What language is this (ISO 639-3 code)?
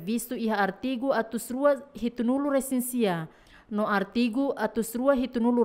tet